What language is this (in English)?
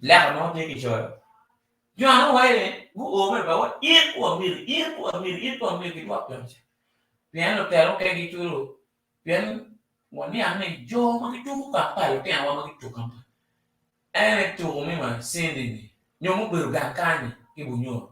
Acoli